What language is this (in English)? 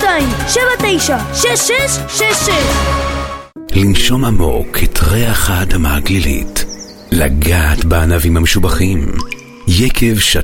Hebrew